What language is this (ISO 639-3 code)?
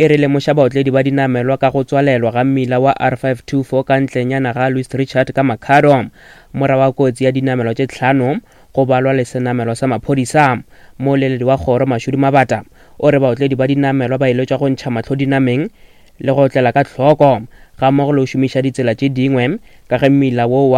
nso